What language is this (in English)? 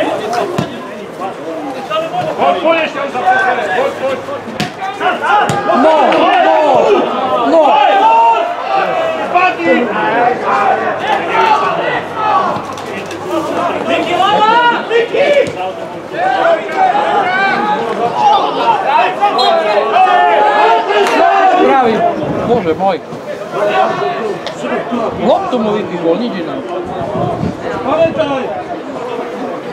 Slovak